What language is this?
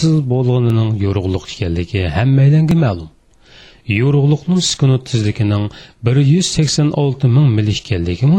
Uyghur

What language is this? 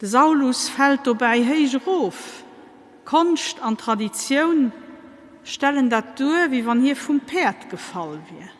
Luxembourgish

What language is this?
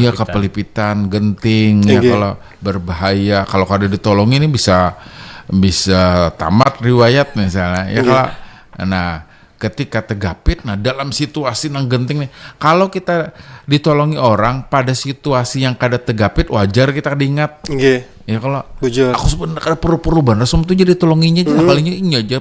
Banjar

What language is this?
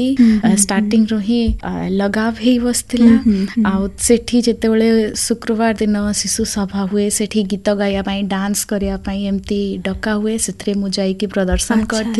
Odia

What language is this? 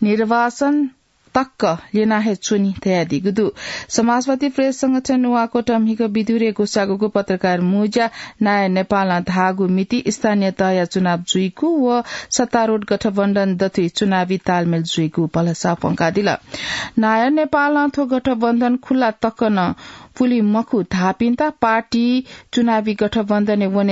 Newari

